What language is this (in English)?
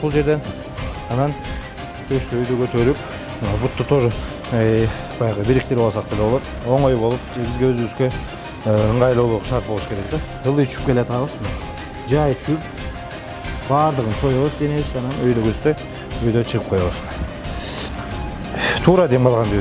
Kyrgyz